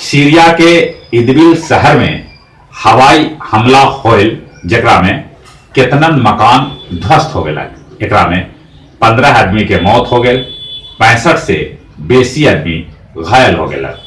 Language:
Magahi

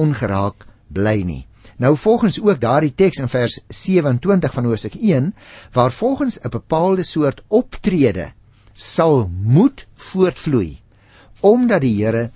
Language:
Afrikaans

